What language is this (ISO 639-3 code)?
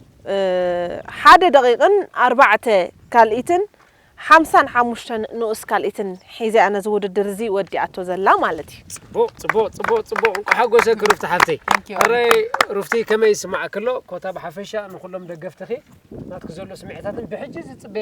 tir